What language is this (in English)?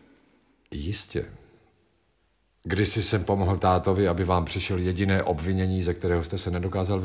Czech